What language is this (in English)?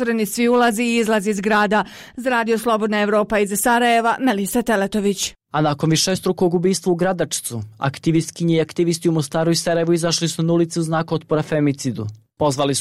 Bosnian